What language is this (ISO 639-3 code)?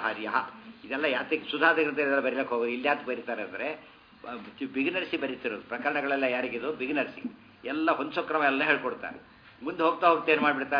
kan